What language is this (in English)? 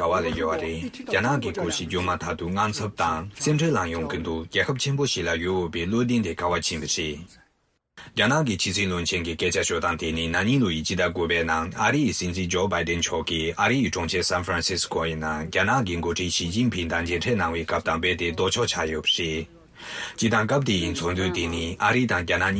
Tibetan